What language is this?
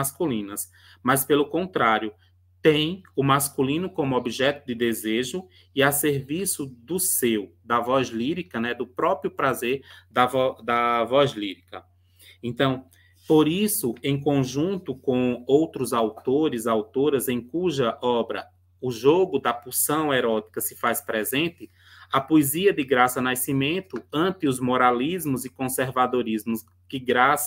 Portuguese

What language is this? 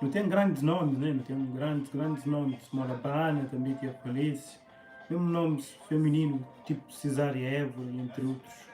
Kabuverdianu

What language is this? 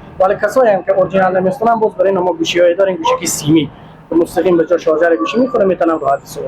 Persian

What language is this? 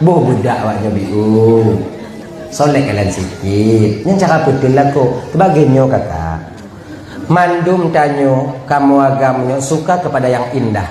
Achinese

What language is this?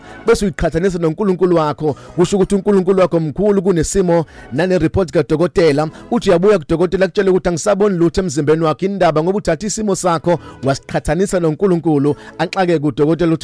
Zulu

